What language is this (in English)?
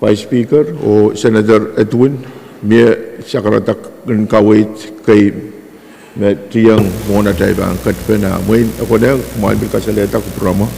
Pohnpeian